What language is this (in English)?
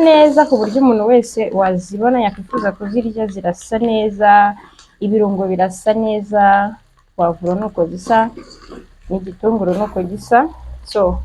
Kinyarwanda